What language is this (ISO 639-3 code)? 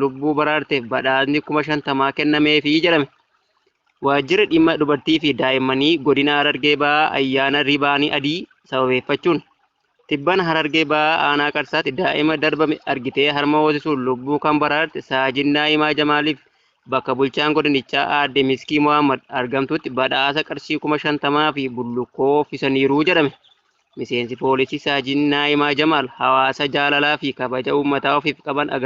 orm